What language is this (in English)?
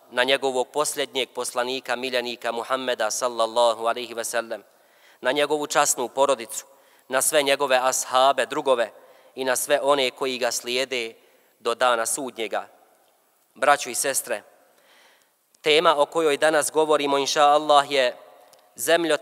Bosnian